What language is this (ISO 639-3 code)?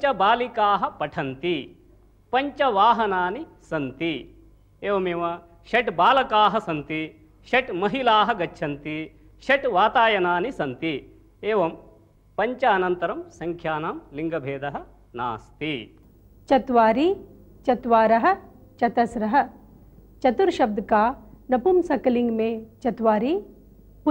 san